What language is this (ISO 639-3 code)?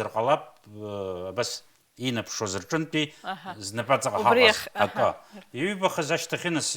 abk